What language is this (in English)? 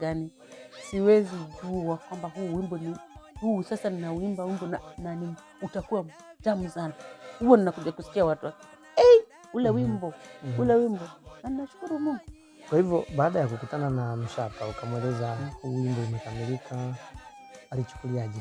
Swahili